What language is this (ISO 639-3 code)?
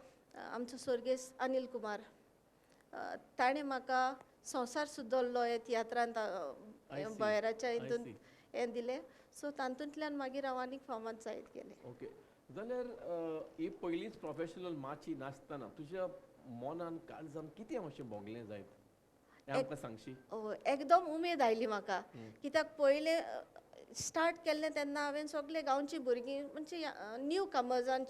kok